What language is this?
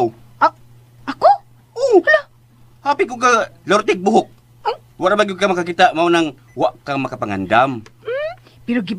Cebuano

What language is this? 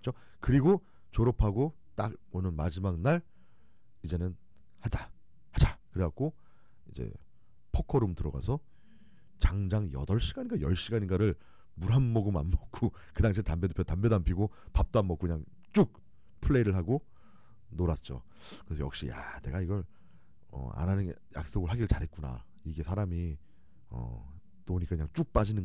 Korean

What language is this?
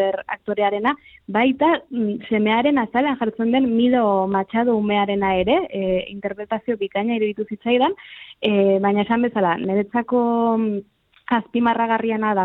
Basque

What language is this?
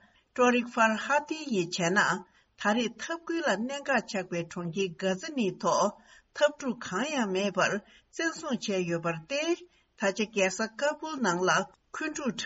Tibetan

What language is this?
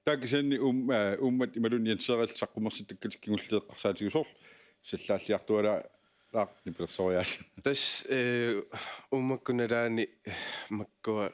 Kalaallisut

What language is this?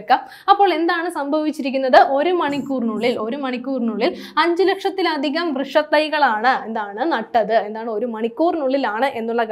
Malayalam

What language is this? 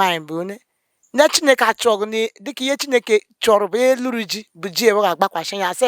Igbo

